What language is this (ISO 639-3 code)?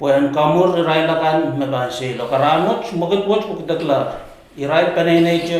pon